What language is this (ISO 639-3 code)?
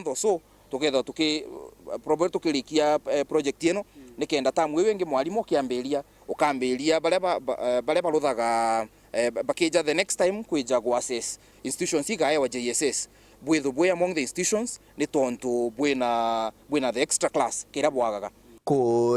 mer